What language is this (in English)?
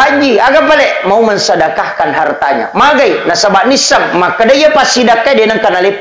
Buginese